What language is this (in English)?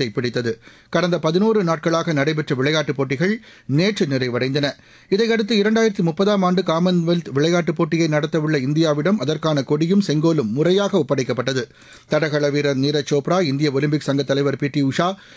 Tamil